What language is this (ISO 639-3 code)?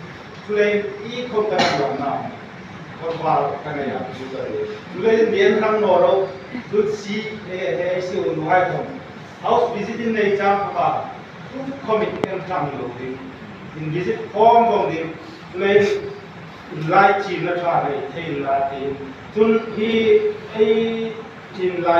hmr